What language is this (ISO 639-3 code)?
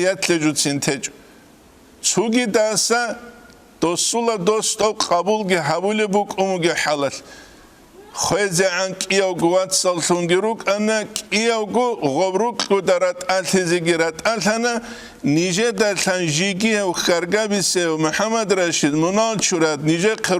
ava